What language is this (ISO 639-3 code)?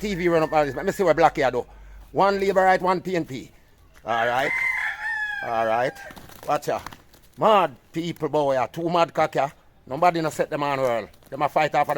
jam